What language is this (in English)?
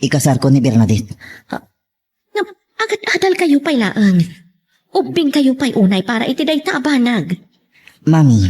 Iloko